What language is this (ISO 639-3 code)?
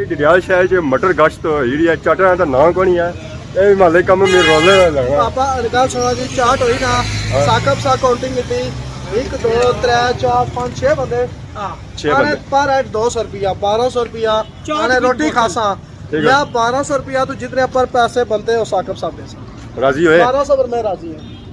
phr